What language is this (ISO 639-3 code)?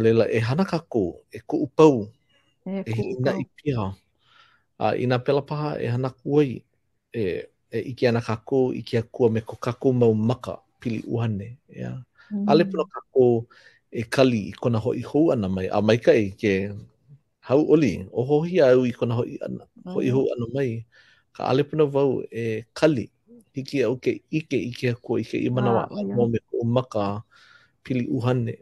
haw